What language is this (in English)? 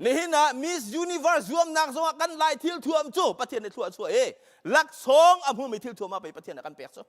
Hakha Chin